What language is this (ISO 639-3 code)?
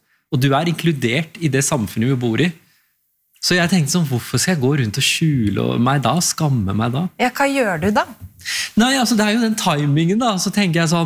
nor